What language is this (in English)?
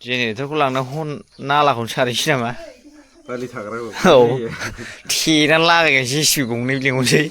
Bodo